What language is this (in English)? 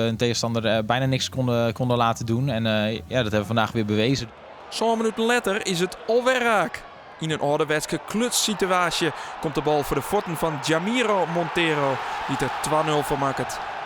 Western Frisian